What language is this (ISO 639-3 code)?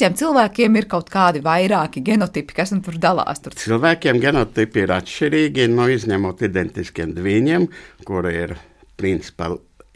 lav